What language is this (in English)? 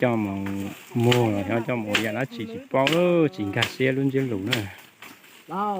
Hmong